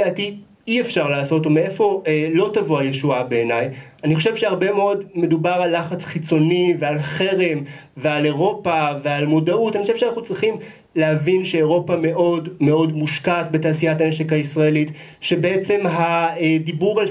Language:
Hebrew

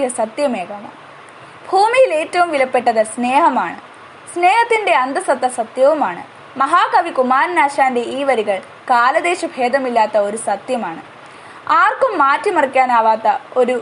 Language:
Malayalam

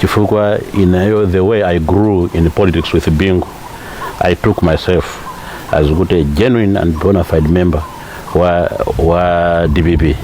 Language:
Nyanja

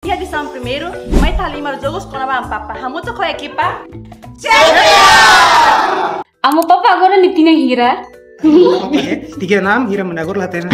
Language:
Tetum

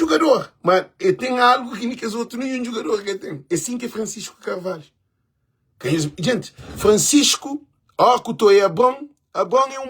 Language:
Kabuverdianu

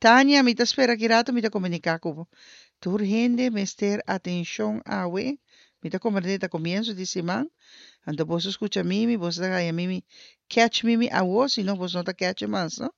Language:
Papiamento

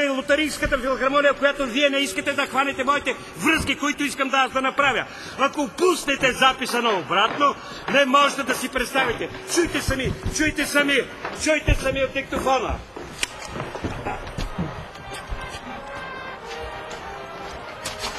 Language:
Bulgarian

